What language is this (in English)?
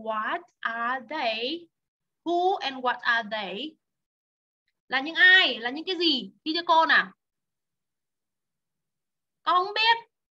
Vietnamese